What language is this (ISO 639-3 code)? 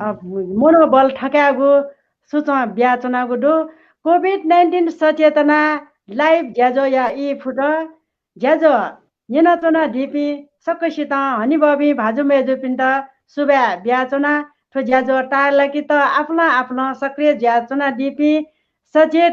new